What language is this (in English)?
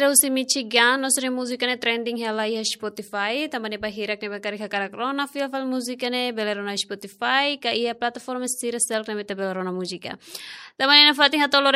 Tetum